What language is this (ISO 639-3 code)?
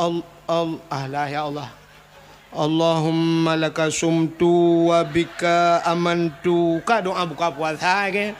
ace